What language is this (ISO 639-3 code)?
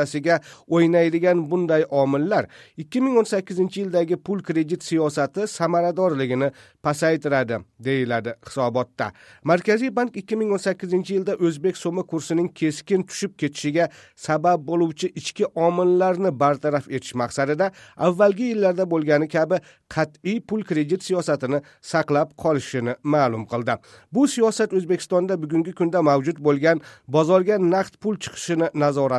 uzb